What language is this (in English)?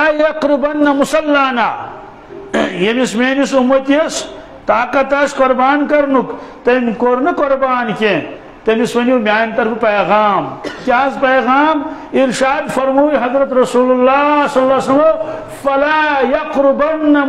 Kashmiri